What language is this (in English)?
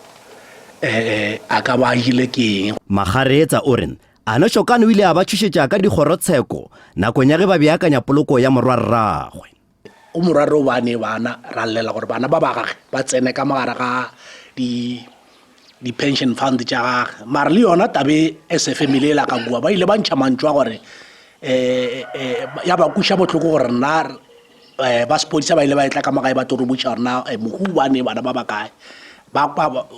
Tswana